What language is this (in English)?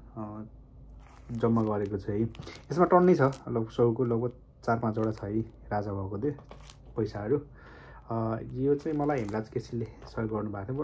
Nepali